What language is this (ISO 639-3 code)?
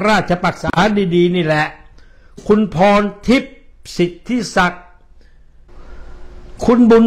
tha